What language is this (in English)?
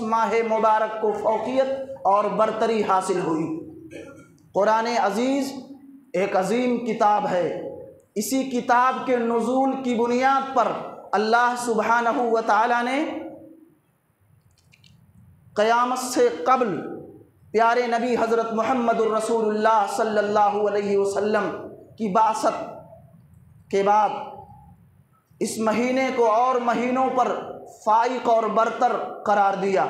Urdu